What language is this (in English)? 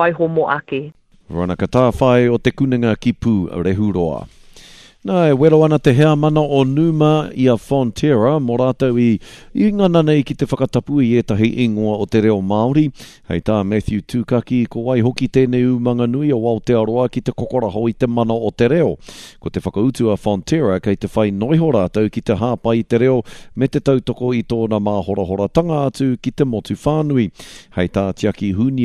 Māori